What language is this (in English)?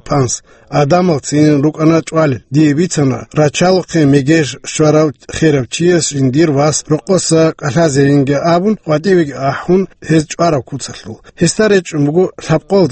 Avaric